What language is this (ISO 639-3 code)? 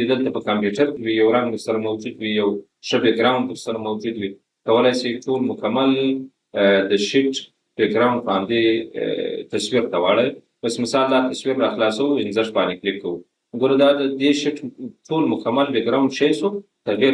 pus